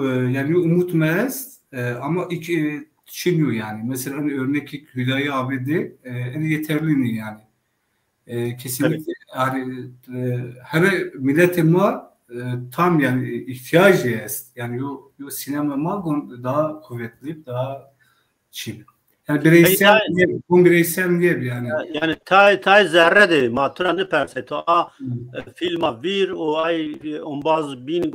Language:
Zaza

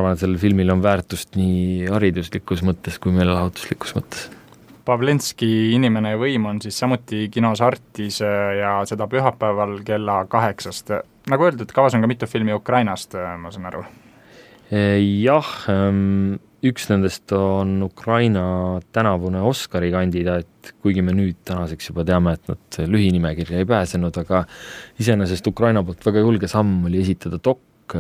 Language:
Estonian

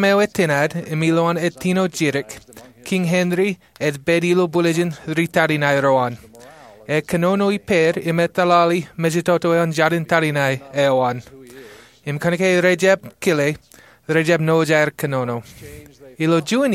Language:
Marshallese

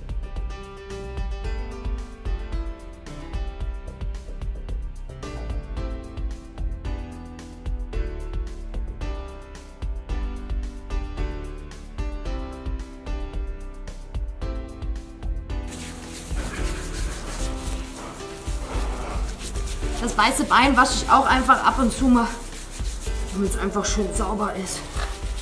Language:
German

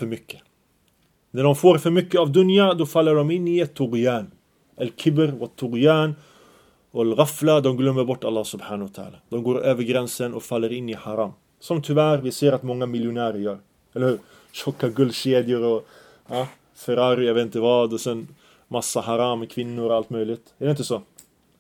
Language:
Swedish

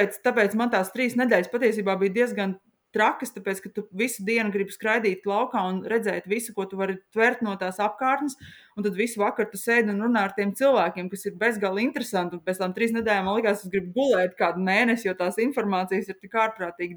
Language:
Latvian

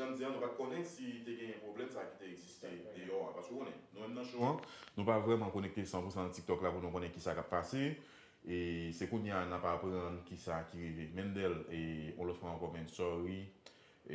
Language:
Haitian Creole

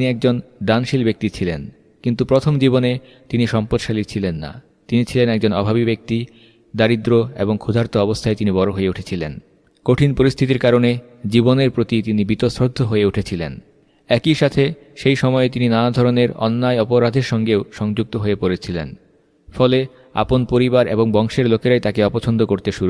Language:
Bangla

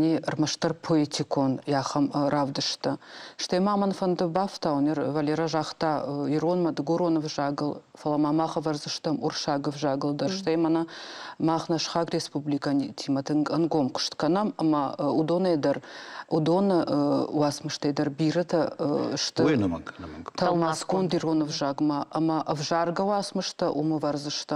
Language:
Ossetic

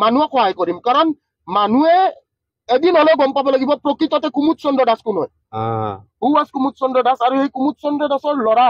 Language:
Assamese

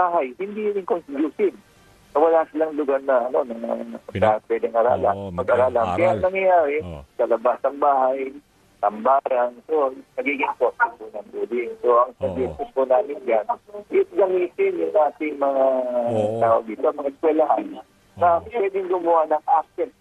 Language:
Filipino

